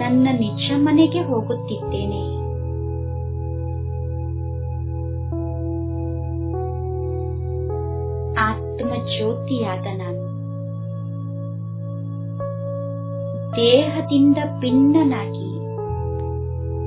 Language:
Kannada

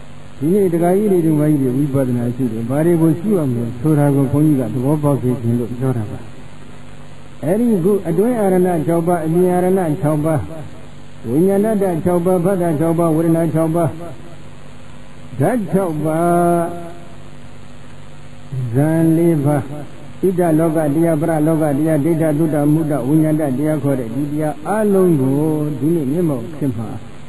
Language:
Burmese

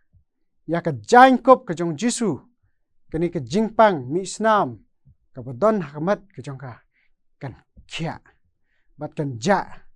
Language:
Khasi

